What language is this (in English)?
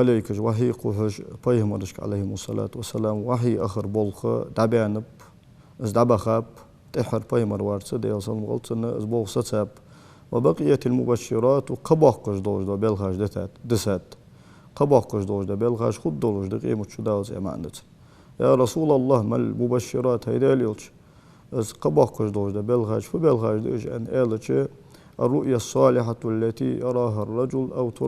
Ingush